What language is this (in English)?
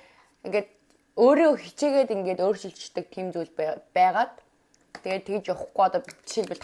Mongolian